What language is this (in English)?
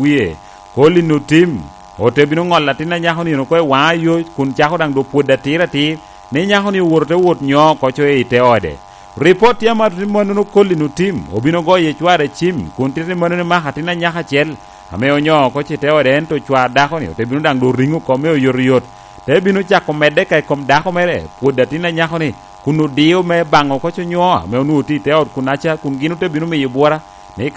Lango (Uganda)